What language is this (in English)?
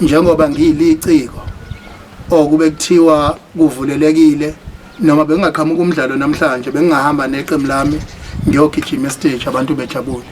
Zulu